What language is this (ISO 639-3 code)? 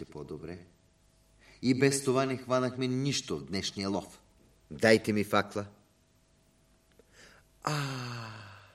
bul